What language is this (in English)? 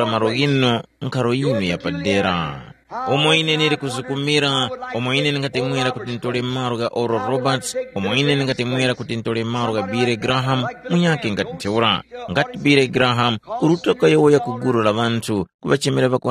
Tumbuka